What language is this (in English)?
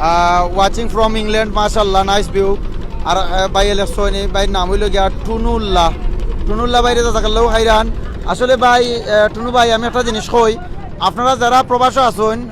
Sylheti